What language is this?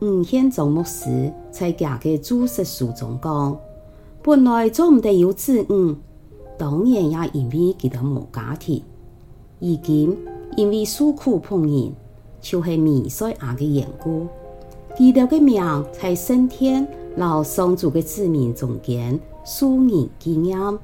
Hakka Chinese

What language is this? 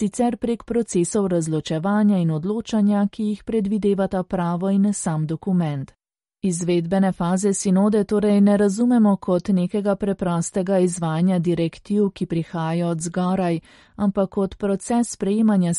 Slovenian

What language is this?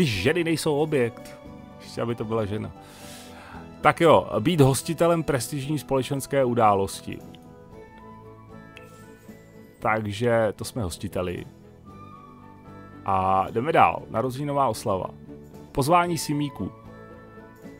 Czech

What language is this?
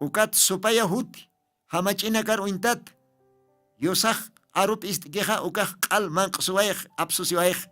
Aymara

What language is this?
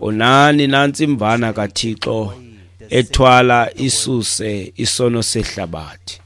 Xhosa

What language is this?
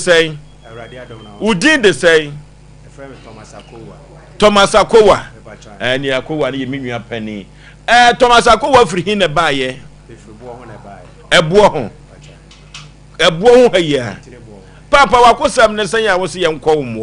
Akan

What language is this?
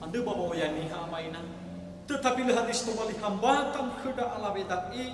Nias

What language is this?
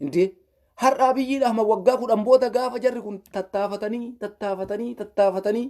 Oromo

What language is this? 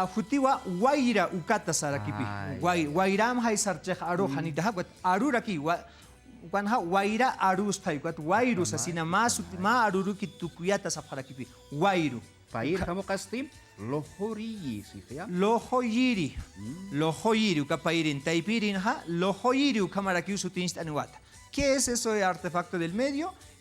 Aymara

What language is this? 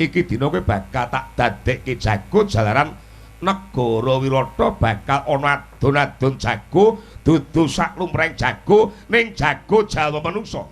Javanese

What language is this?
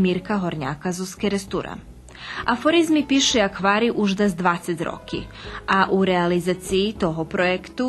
Rusyn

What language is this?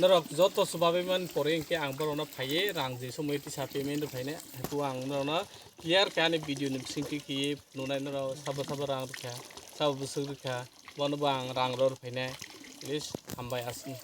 Kok Borok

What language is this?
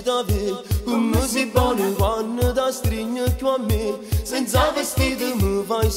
Italian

